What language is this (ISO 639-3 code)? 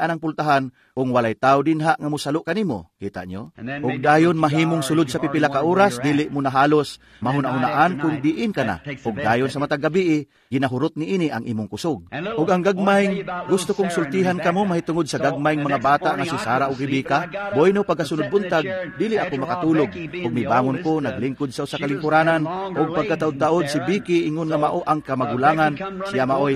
ceb